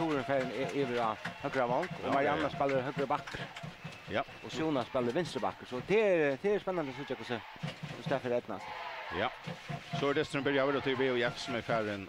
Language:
Faroese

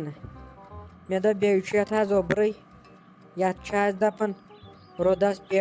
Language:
Kashmiri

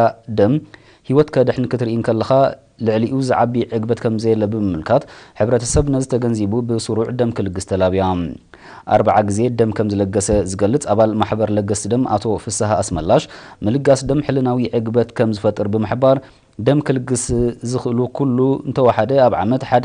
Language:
Tigrinya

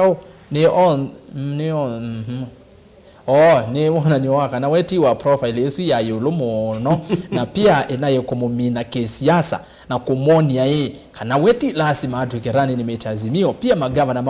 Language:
Kamba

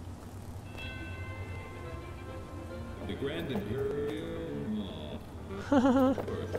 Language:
English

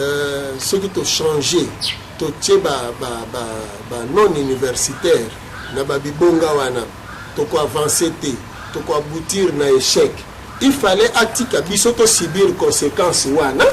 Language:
Lingala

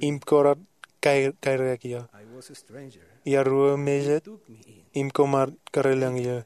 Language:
Marshallese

